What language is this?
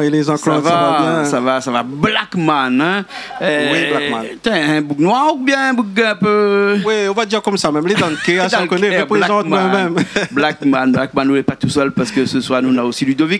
Réunion Creole French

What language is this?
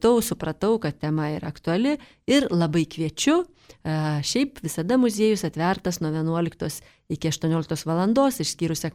Lithuanian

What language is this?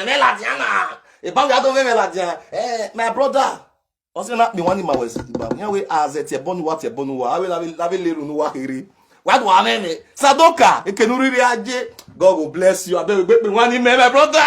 Nigerian Pidgin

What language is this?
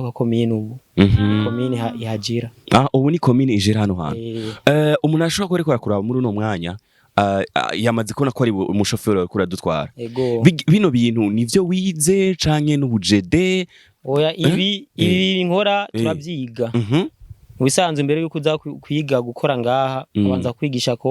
Rundi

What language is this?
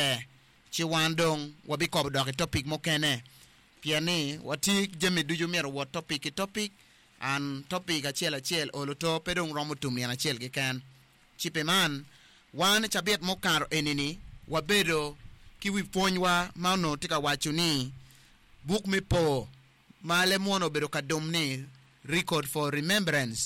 Acoli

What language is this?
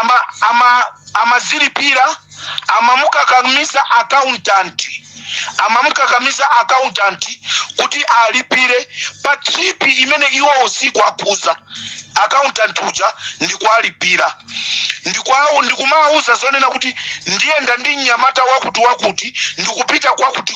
Nyanja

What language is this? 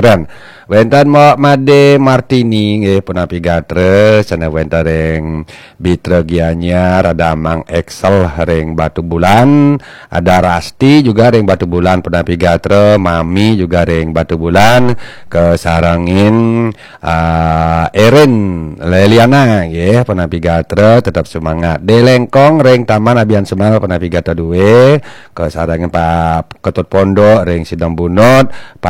Balinese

